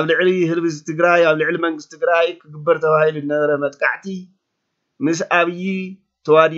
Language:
Tigrinya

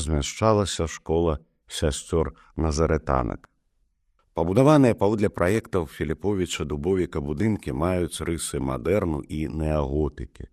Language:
Belarusian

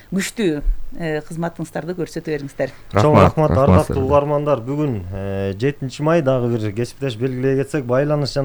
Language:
Kyrgyz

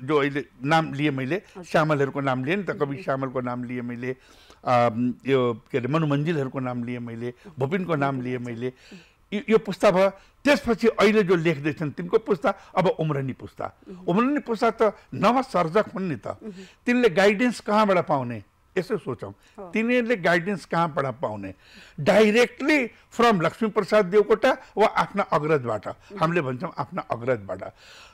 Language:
Nepali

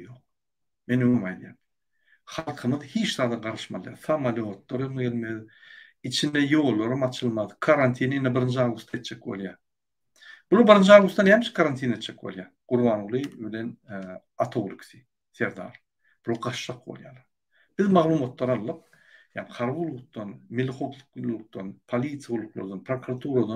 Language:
Turkmen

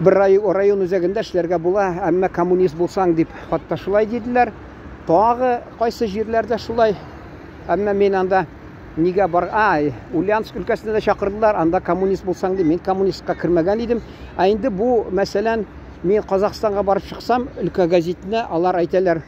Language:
Tatar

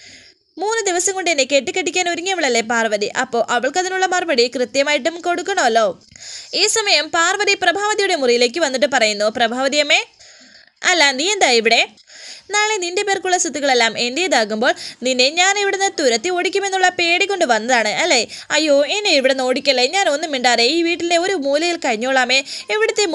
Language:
Malayalam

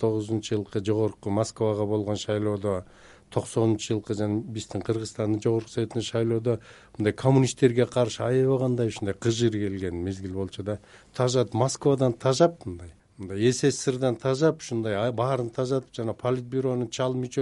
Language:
Kyrgyz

